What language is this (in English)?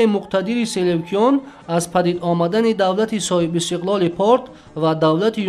Tajik